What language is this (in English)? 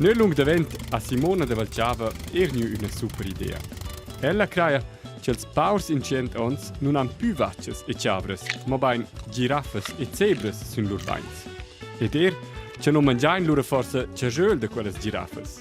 Romansh